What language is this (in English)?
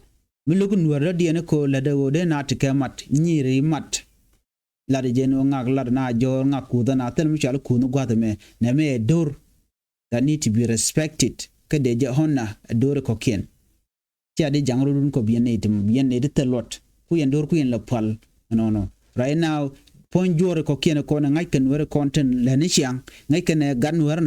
Nuer